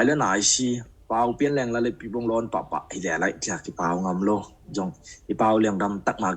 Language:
Tedim Chin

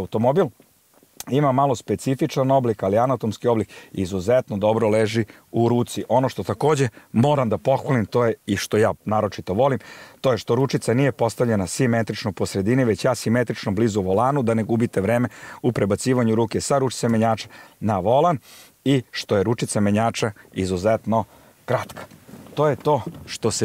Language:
Serbian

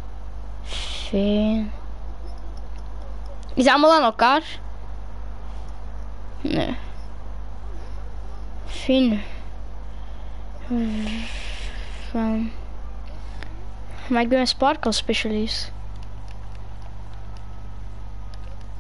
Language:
Dutch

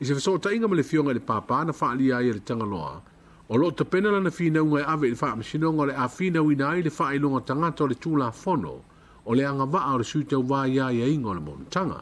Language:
Samoan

